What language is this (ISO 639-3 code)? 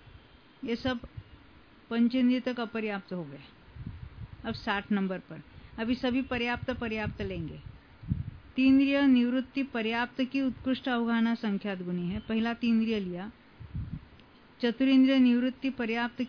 hin